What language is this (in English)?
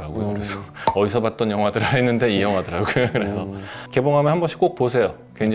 Korean